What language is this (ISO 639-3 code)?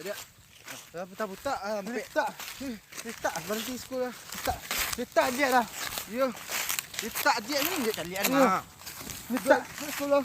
min